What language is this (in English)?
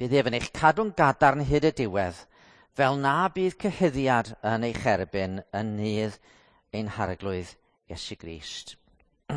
Welsh